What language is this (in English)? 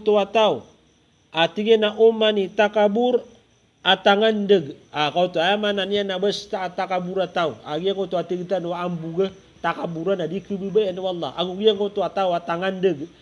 Maranao